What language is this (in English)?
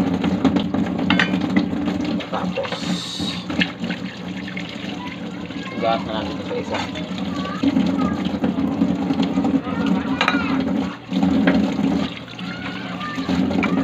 Filipino